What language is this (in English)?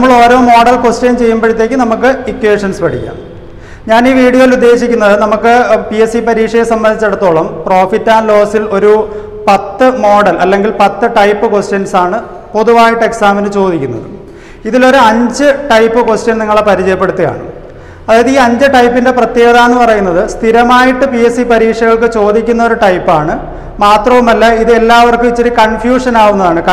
Malayalam